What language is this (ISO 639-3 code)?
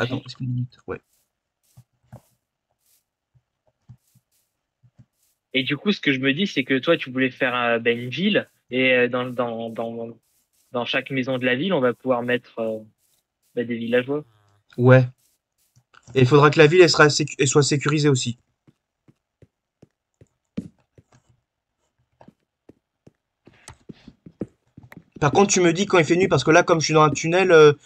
fra